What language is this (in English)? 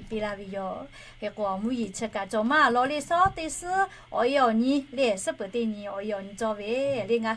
Lahu